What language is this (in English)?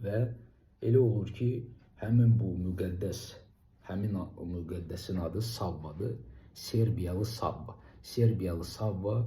Azerbaijani